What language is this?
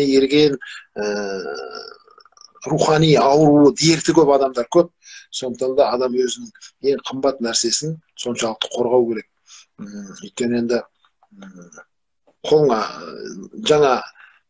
Kazakh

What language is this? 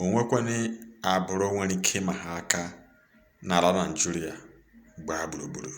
Igbo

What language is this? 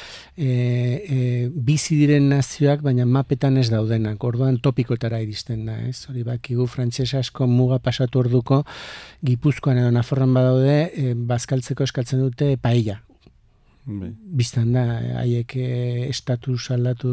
Basque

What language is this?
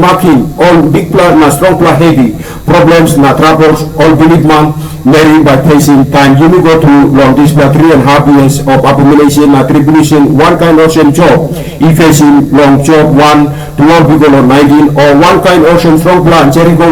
Tok Pisin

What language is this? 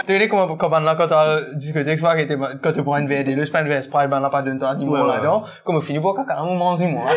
Morisyen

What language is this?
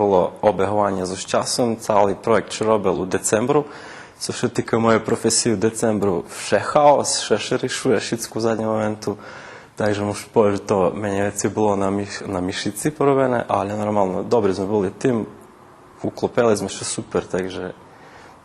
Rusyn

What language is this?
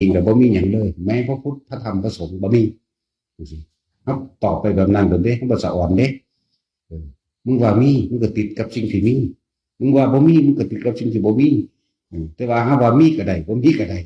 Northeastern Thai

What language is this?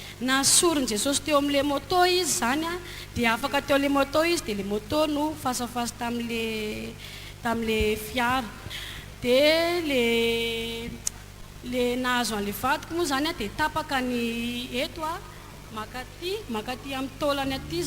Malagasy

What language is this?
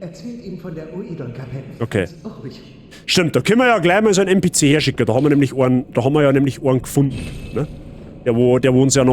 Bavarian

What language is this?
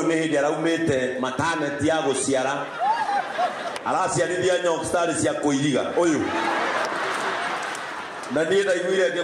Kikuyu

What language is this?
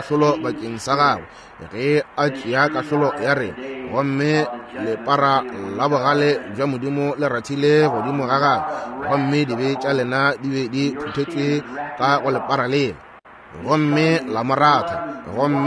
Northern Sotho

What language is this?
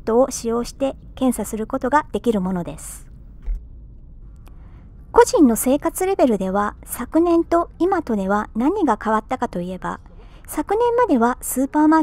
Japanese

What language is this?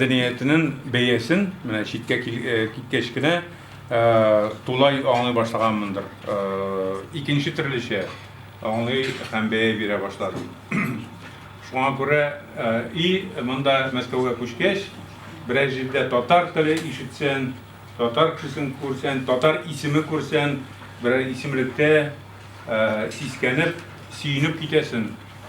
Tatar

